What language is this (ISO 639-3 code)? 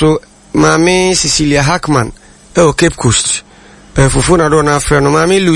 aka